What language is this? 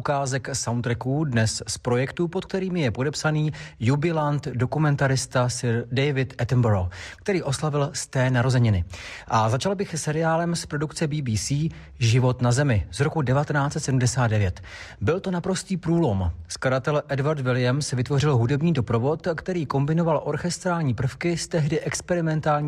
Czech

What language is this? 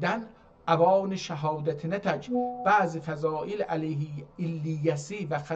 South Azerbaijani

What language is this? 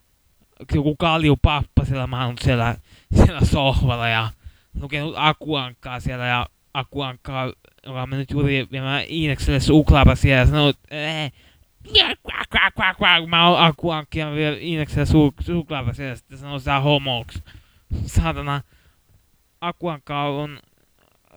Finnish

